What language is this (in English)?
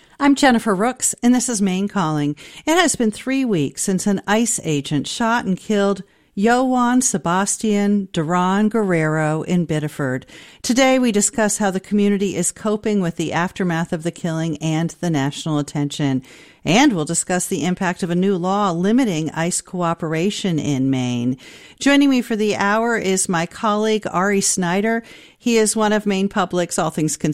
English